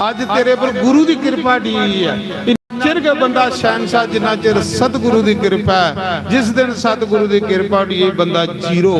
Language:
Dogri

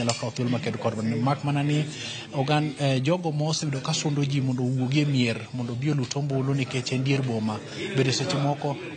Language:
Luo (Kenya and Tanzania)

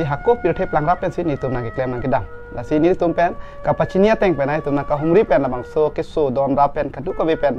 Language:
Karbi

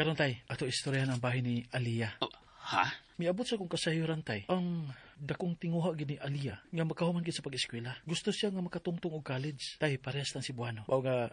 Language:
Cebuano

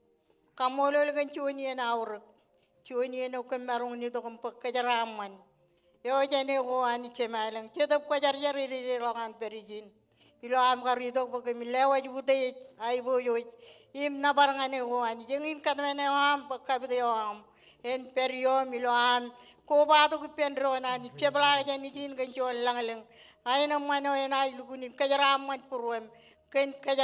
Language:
Marshallese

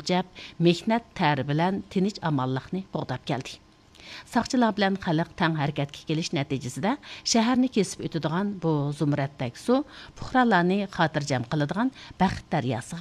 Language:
Uyghur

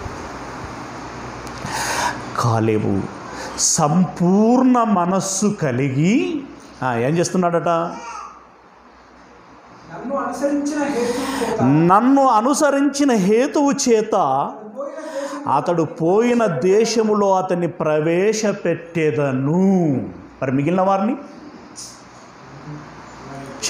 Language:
Telugu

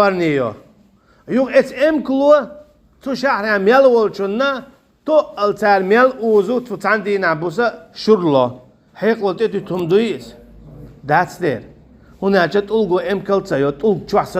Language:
Chechen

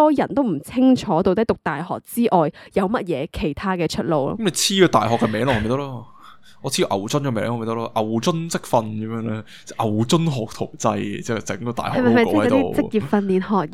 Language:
Cantonese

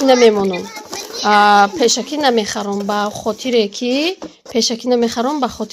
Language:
Tajik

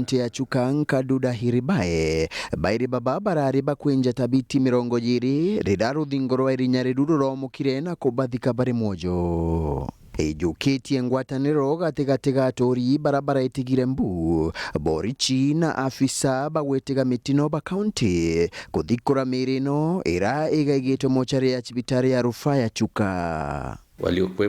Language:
Meru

